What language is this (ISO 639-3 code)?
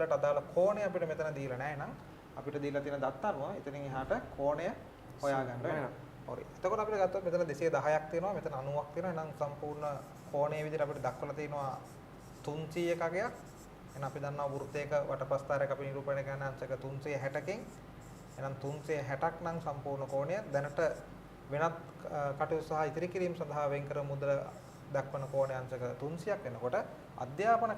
sin